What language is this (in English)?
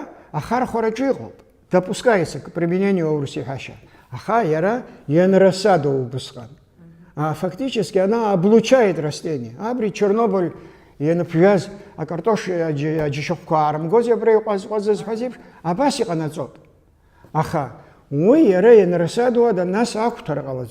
Abkhazian